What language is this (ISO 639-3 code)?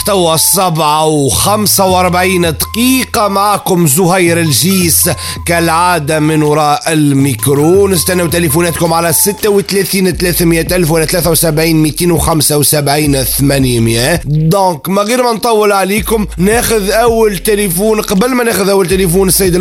aeb